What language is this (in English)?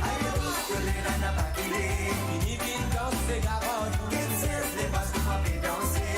Morisyen